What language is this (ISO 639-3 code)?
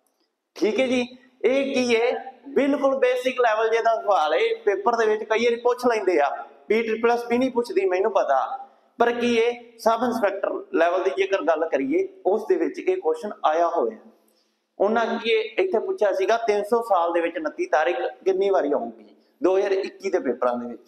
pan